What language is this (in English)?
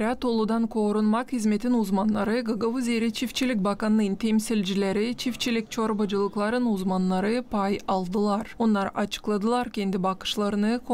Gagauz